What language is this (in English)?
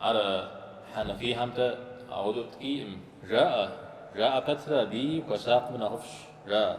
Kabardian